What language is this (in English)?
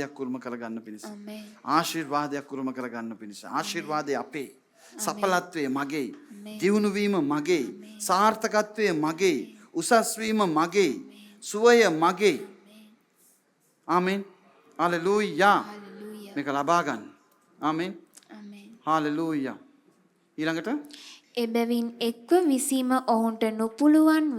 Sinhala